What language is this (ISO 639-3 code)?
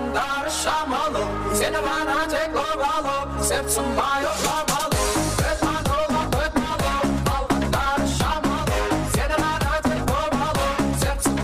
kaa